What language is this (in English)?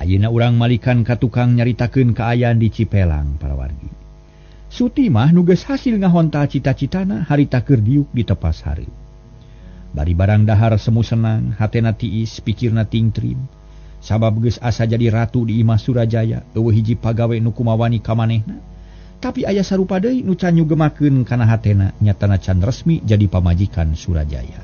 Sundanese